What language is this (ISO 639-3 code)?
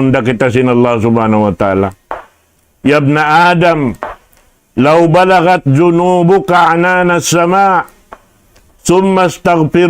tsg